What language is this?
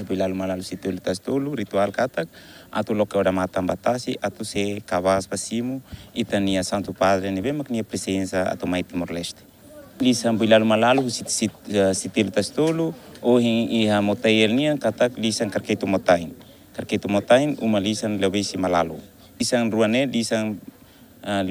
Tetum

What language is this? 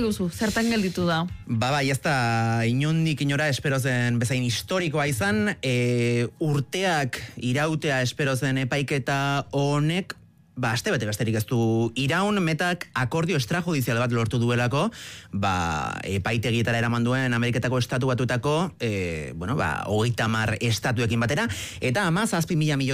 Basque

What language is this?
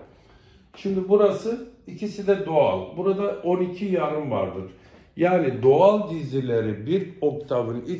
Turkish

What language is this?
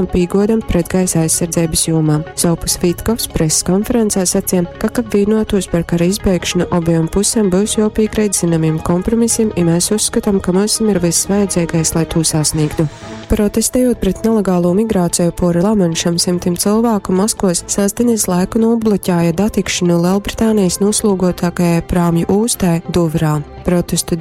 Latgalian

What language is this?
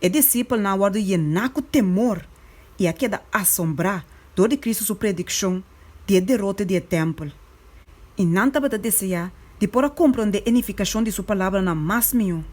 Papiamento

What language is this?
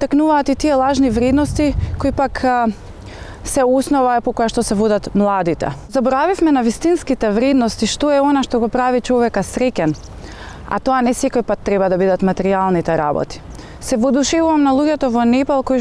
Macedonian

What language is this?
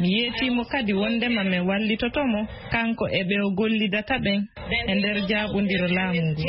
Fula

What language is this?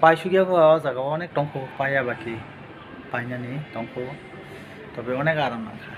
Kok Borok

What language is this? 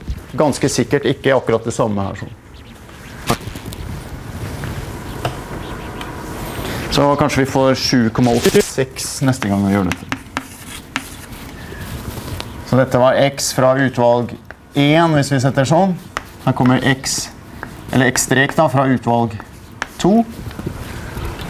Norwegian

